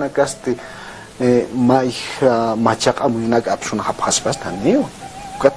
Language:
Aymara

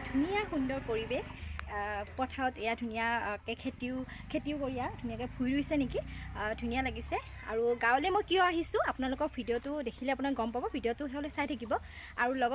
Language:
Assamese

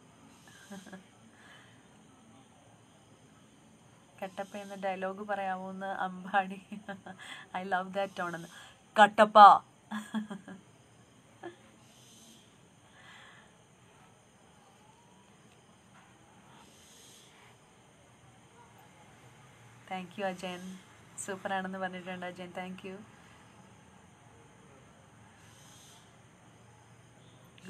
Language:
Malayalam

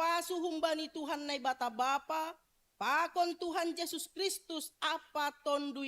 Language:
Batak Simalungun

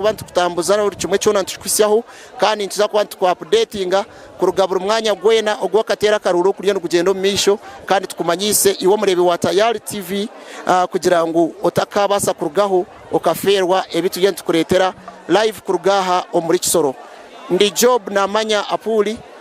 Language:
Nyankole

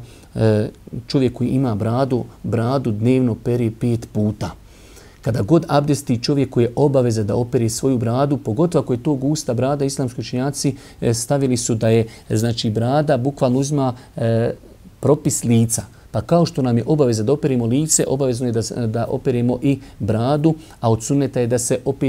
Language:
Bosnian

